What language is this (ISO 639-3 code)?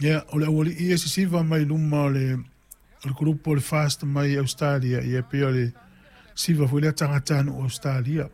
smo